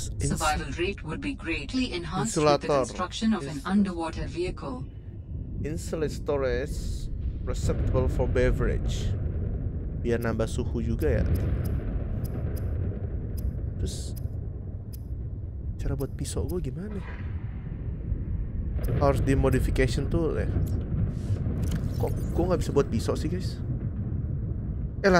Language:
Indonesian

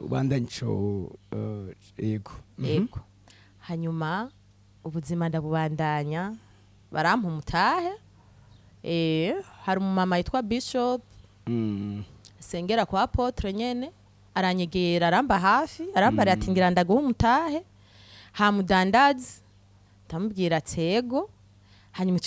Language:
Rundi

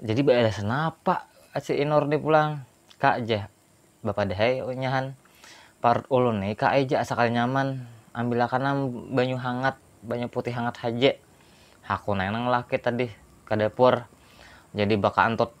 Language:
Banjar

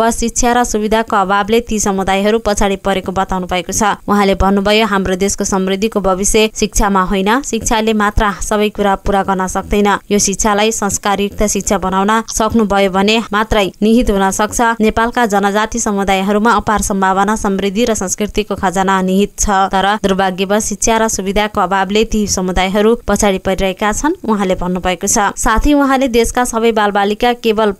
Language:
Nepali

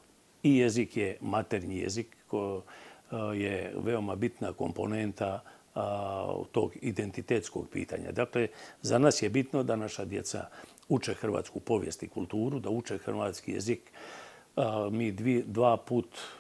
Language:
Croatian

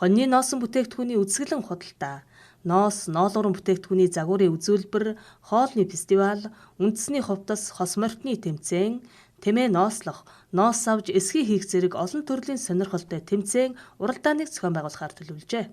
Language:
Mongolian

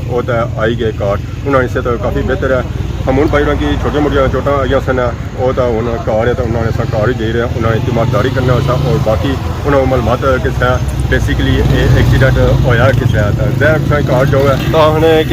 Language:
Pahari-Potwari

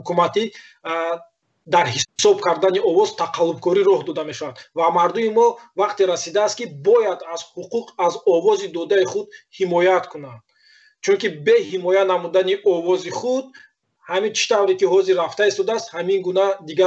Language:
Tajik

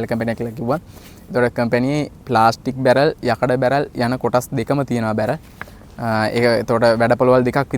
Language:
Sinhala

